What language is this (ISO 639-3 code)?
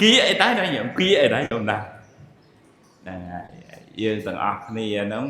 khm